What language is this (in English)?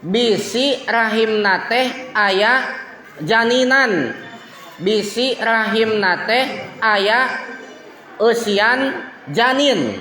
Sundanese